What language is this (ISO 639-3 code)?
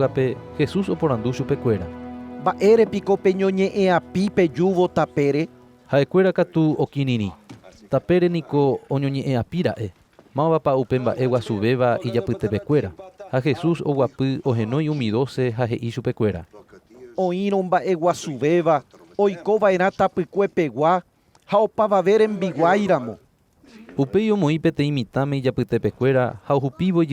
grn